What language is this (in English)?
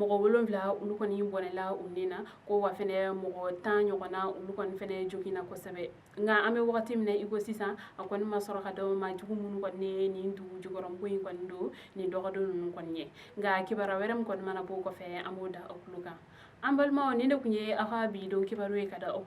Bambara